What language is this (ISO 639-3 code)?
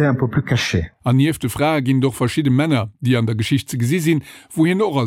ltz